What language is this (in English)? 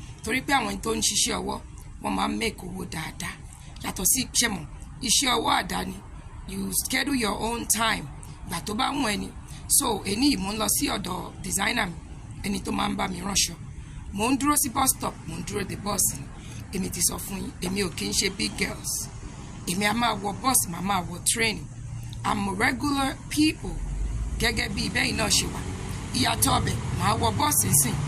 Yoruba